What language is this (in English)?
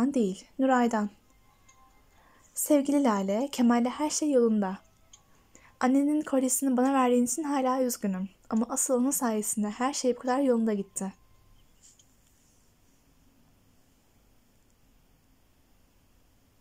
Turkish